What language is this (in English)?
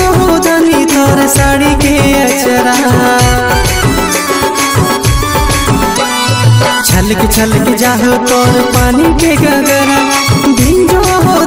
Bhojpuri